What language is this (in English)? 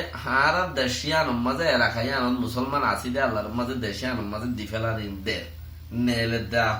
Rohingya